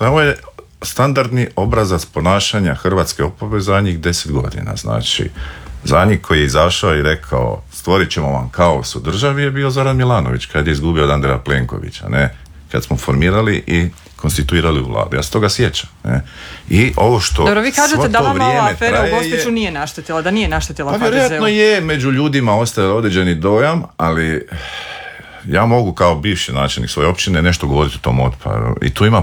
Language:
Croatian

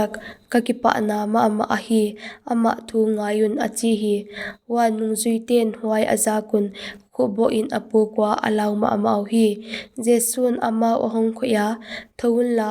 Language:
Paite Chin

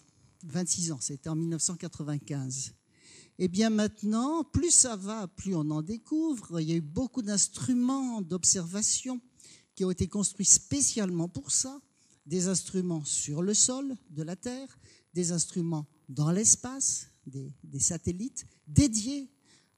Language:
French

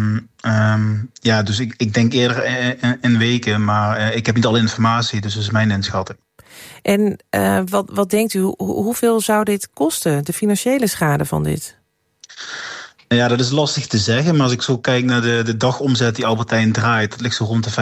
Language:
Dutch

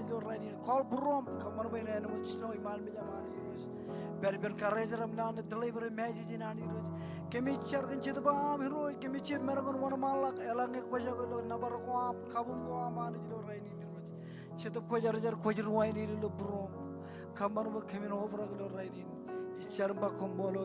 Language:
Marshallese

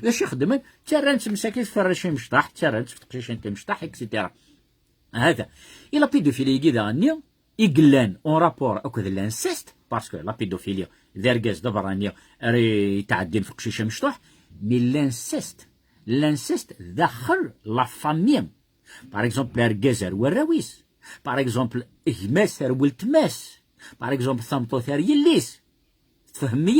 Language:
Kabyle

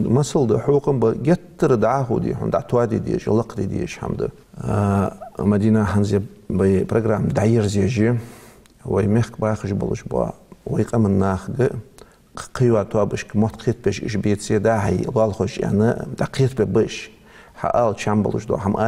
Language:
Ingush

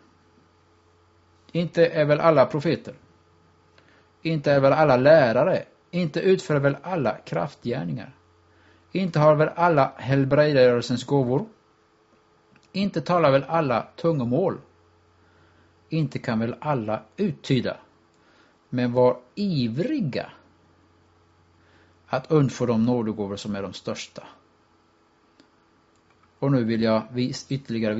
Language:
Swedish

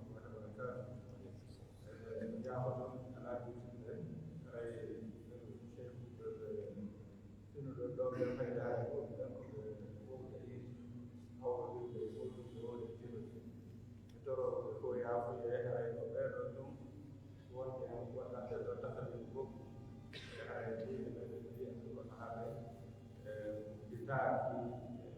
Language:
Pular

